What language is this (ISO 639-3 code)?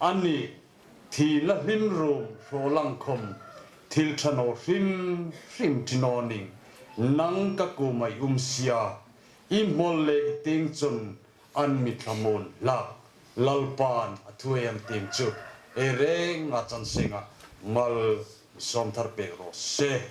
hmr